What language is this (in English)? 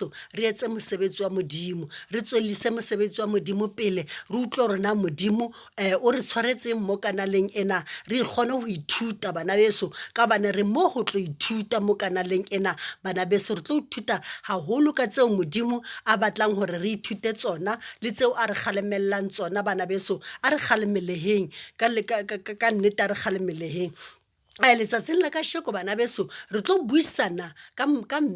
Southern Sotho